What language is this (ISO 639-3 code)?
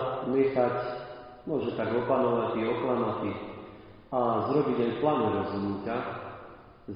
slk